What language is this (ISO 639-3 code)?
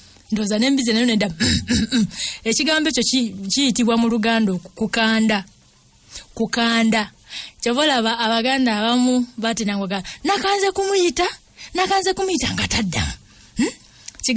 lug